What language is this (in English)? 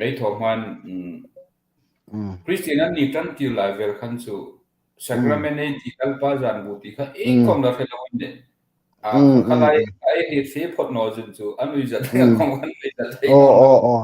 Hmar